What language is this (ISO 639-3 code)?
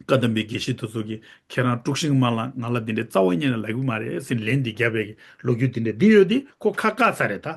bod